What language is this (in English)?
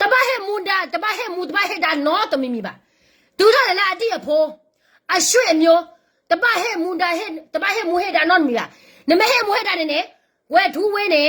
S'gaw Karen